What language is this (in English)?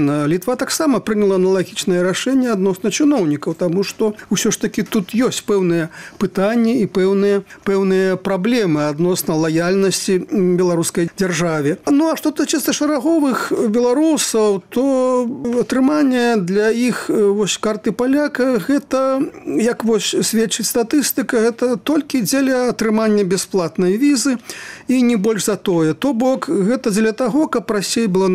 Belarusian